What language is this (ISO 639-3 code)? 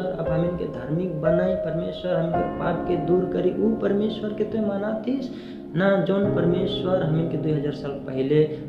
sck